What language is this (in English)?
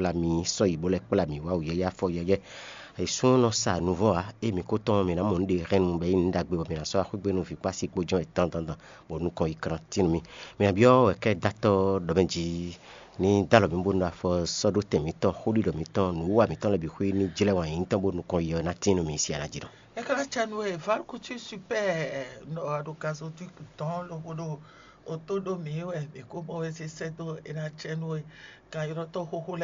Fon